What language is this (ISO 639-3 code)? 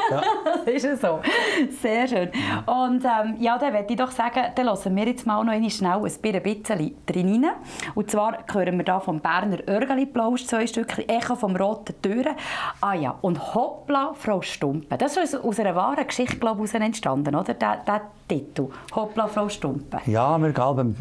gsw